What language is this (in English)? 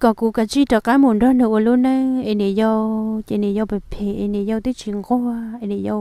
Hmong